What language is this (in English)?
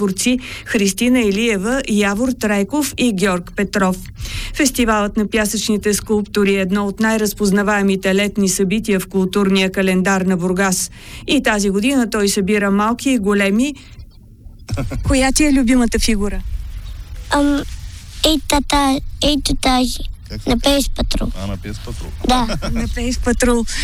Bulgarian